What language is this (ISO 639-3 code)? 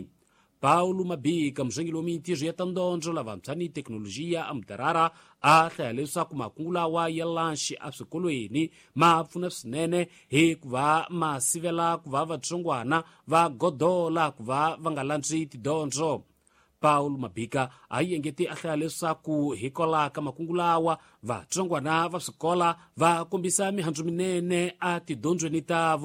tso